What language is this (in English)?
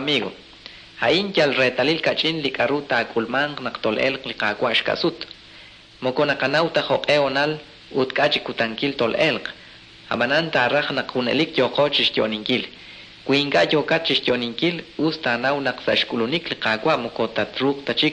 Kekchí